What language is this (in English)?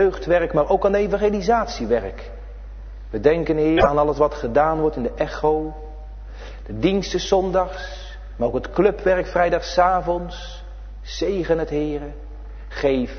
Dutch